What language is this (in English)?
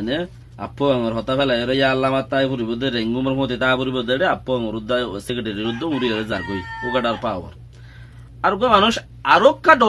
Rohingya